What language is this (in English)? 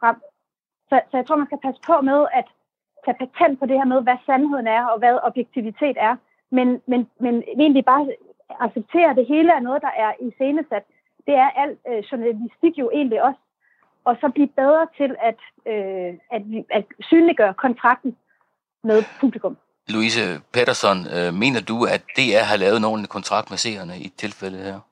Danish